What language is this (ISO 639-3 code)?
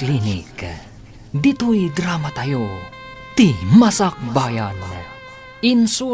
ilo